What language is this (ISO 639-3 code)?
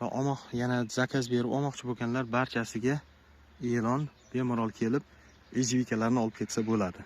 uzb